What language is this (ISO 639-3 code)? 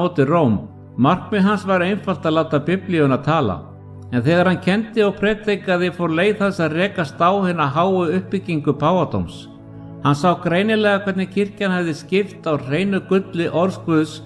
isl